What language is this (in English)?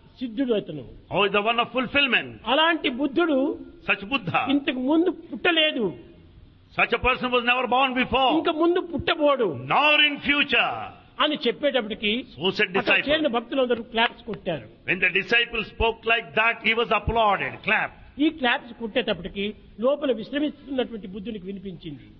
Telugu